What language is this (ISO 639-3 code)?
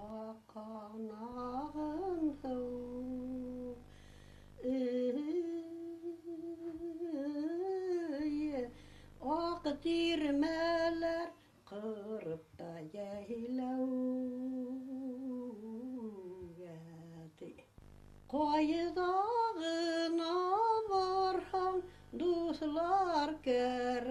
bak